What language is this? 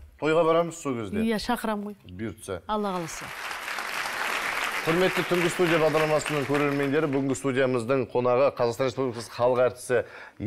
Kazakh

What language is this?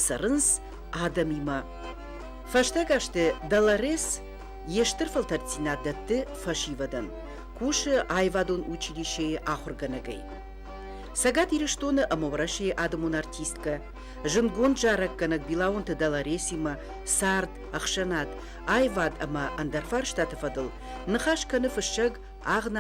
Ossetic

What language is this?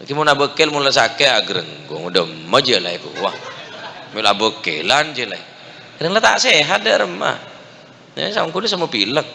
Madurese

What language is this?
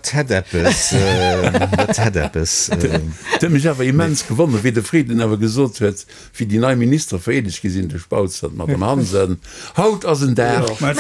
Luxembourgish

